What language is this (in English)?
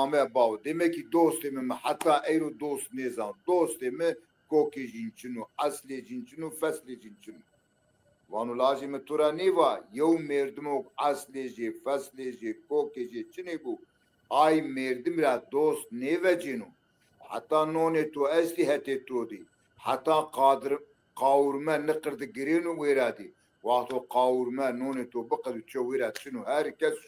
Zaza